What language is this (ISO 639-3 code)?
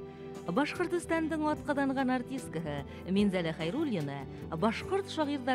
bak